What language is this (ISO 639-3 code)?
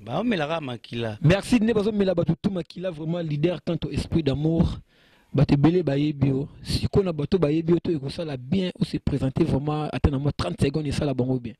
lin